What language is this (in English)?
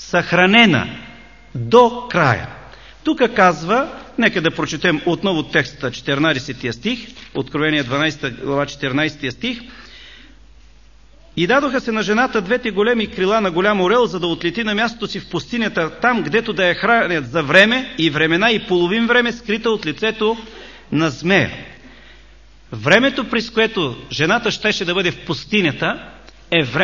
Bulgarian